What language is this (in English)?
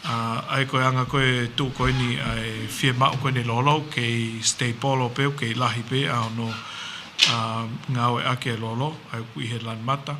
Tongan